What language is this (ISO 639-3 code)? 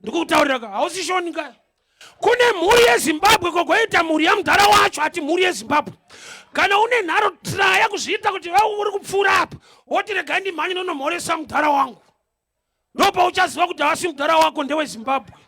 sna